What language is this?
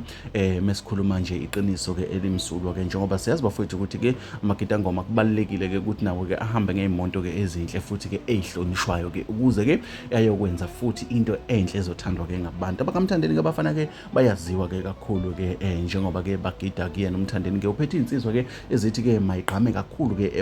Zulu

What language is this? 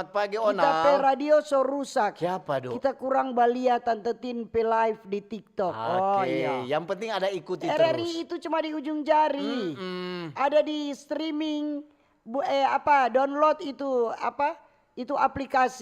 Manado Malay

